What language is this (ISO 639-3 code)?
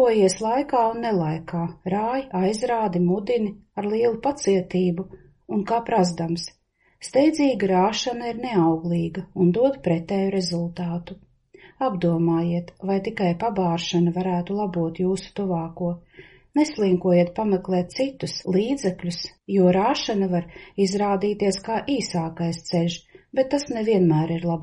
lav